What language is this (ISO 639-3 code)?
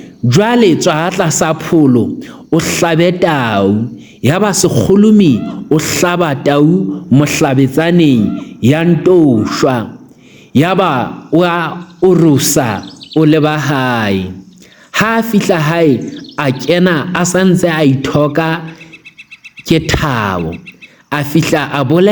sot